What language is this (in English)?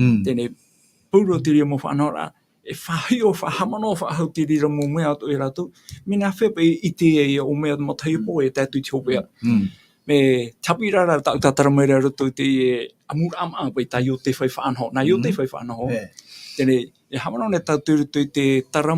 Tahitian